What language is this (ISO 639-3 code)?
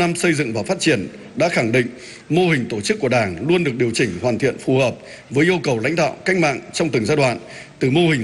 vie